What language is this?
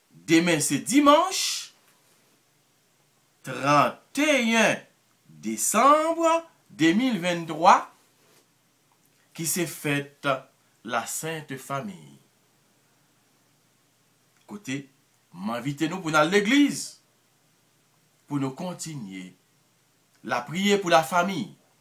French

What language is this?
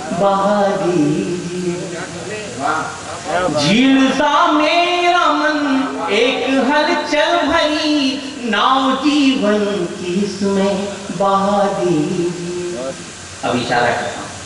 Hindi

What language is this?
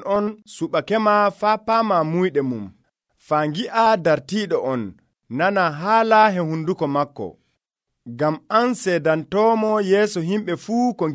Nigerian Fulfulde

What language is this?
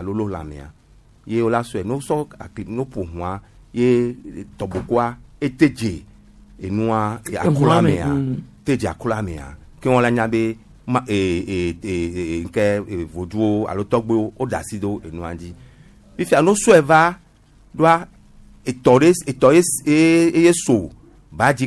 Gen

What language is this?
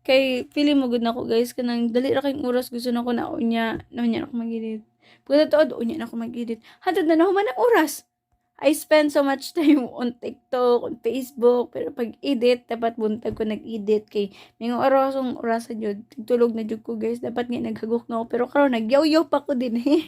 Cebuano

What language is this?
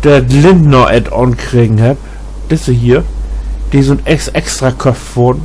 Low German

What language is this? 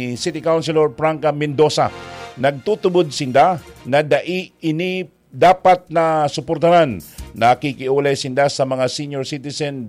Bikol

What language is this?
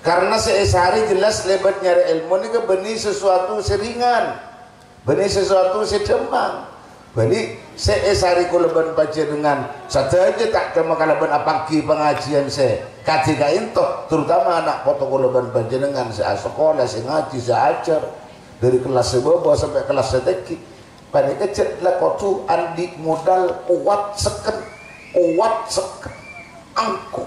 Madurese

